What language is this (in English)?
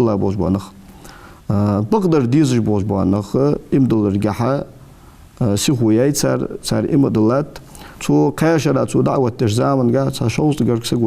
Ingush